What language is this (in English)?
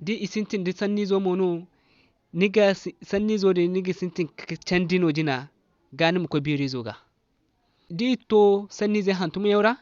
Zarma